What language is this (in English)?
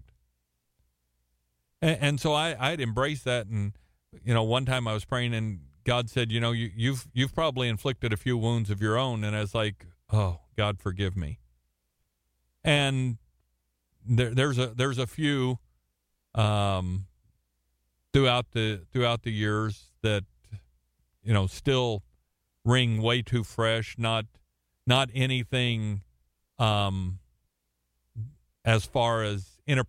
English